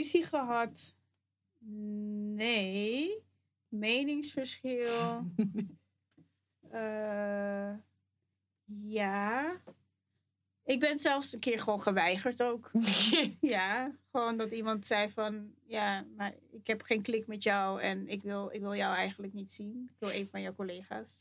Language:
Dutch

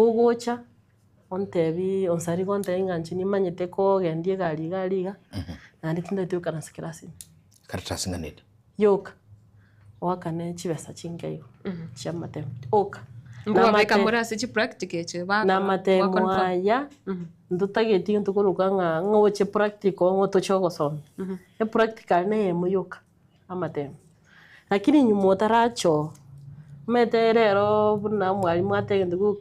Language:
Gusii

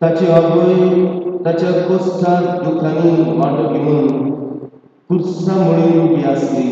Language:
Konkani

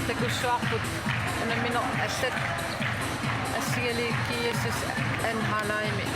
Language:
Kalaallisut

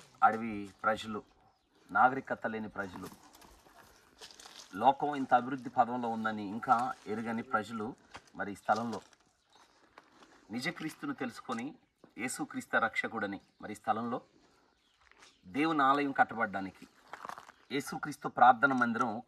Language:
Telugu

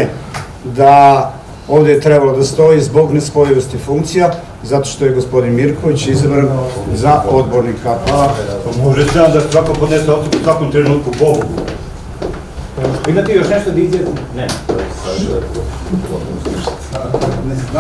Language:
Serbian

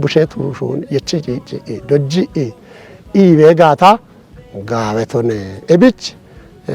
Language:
Kafa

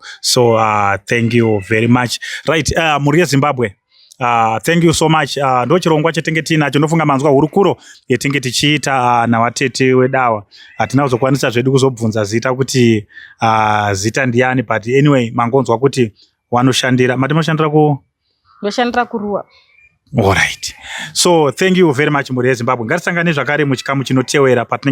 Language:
Shona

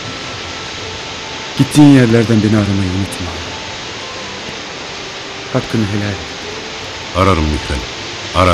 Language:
Turkish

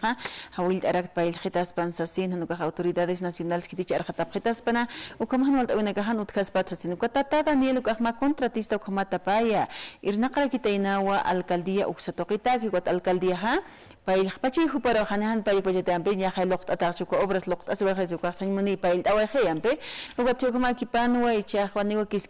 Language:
Aymara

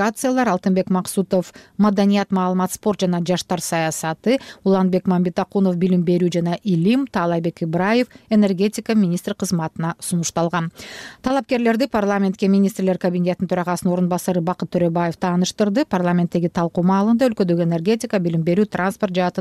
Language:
Kyrgyz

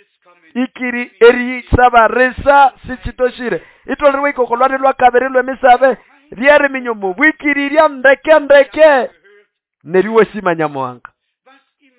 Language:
Nande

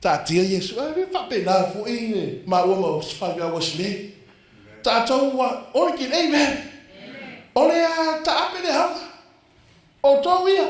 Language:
Samoan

